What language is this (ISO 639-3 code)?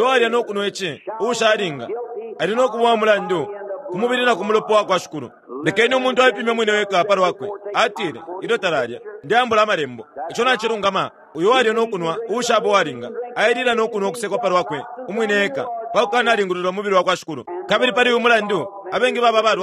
bem